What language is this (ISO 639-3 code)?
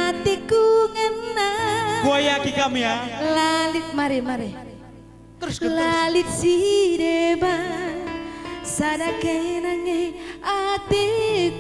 btx